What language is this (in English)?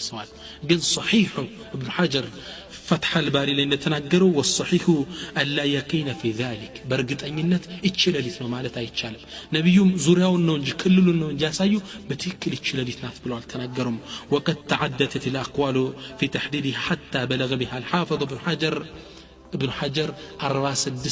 Amharic